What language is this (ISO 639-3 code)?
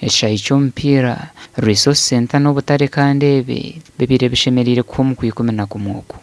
nyn